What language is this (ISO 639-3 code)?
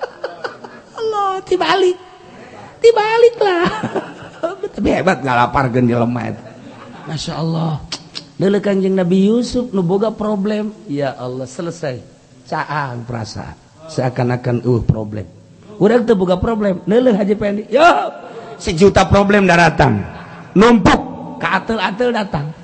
sun